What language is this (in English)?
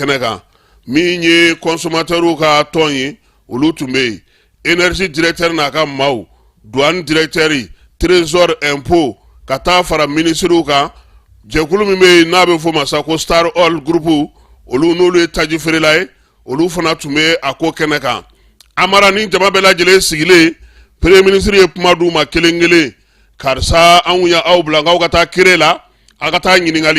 Bambara